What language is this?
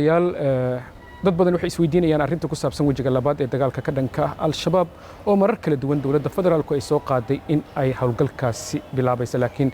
Somali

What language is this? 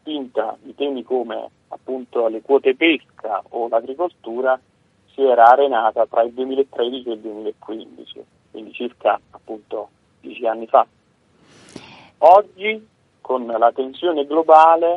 Italian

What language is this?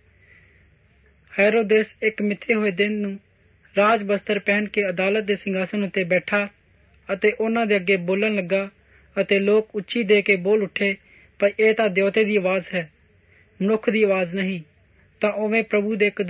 Punjabi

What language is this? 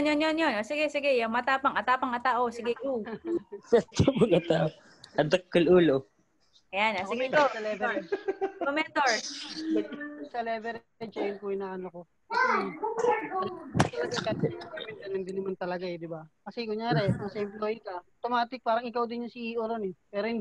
Filipino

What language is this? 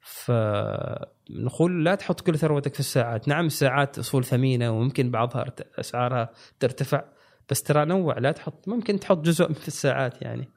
Gulf Arabic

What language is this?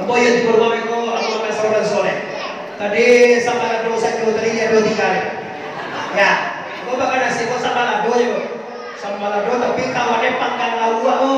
Minangkabau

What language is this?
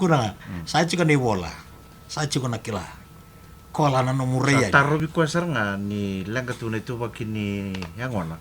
Fijian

